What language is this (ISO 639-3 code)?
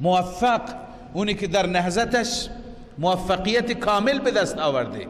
fas